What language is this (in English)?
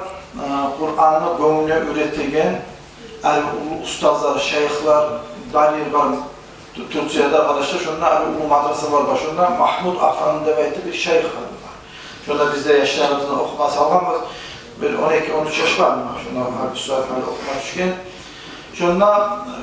Kumyk